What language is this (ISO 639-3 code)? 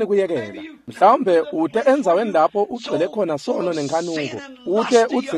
ssw